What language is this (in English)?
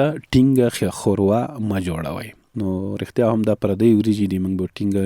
Pashto